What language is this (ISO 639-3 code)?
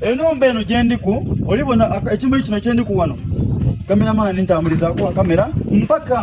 xog